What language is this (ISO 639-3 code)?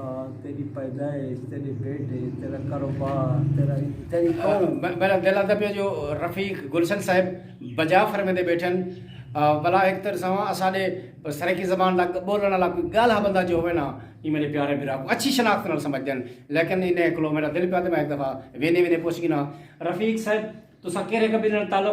skr